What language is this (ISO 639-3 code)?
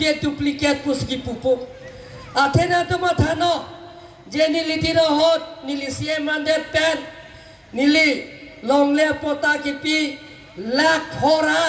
mjw